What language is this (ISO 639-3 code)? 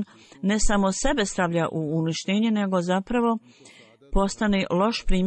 bos